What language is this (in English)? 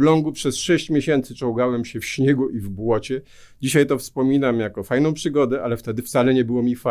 Polish